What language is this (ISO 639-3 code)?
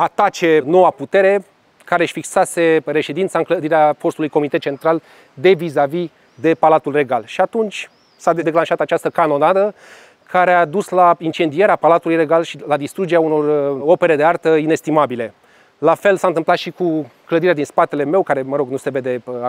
ron